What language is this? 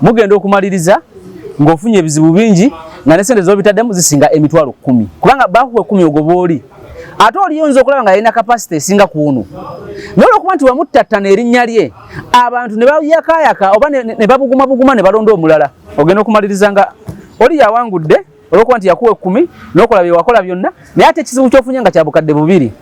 Ganda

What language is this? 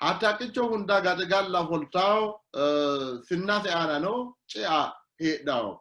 Sidamo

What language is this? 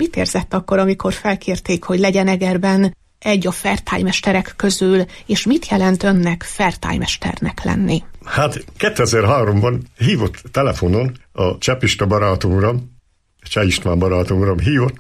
Hungarian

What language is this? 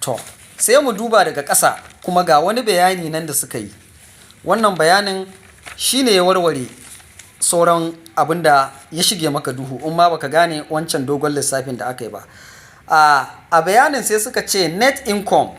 Hausa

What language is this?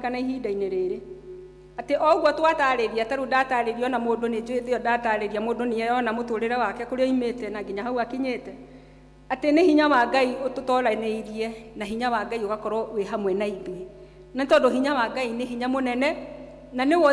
Kikuyu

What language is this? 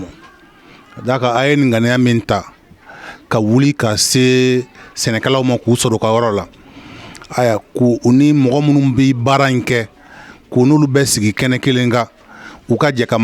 Bambara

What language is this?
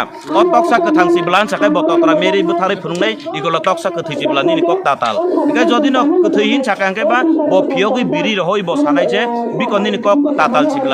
Kok Borok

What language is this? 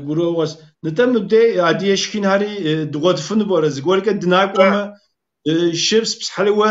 Kabardian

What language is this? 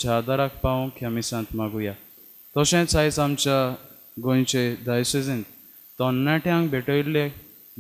Konkani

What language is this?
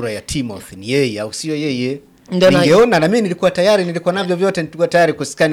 Swahili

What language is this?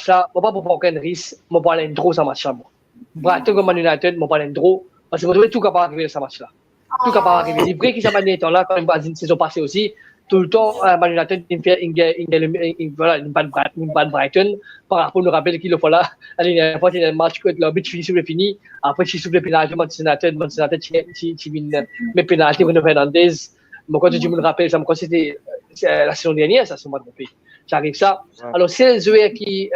Morisyen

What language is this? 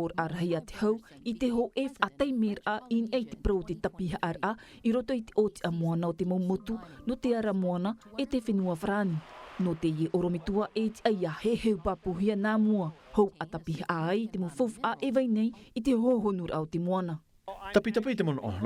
Tahitian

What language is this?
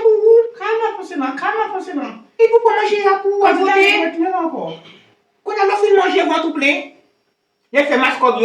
Haitian Creole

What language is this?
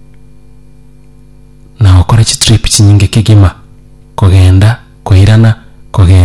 Gusii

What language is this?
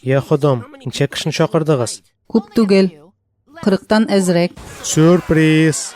Tatar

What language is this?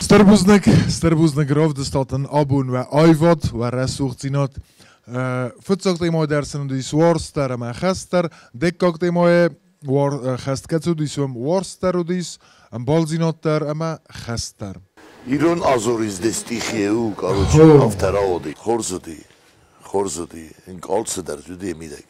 Ossetic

